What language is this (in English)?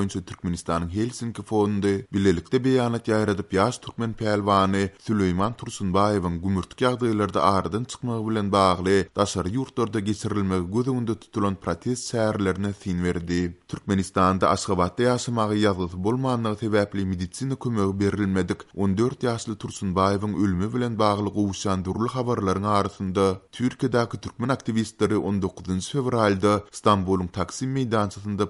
Turkmen